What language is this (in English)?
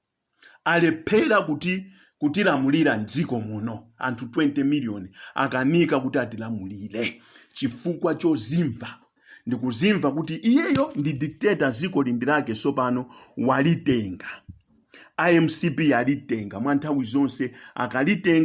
Nyanja